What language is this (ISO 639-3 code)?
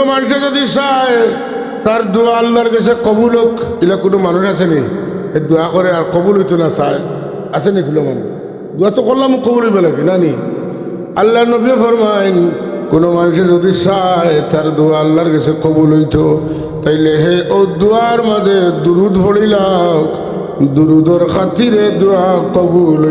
syl